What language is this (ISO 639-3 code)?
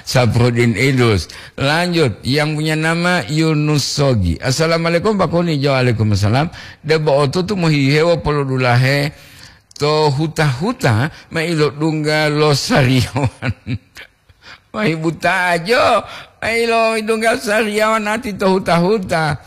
gor